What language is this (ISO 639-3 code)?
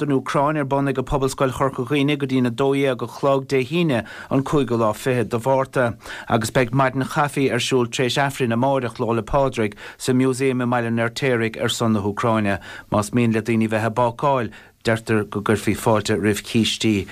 gle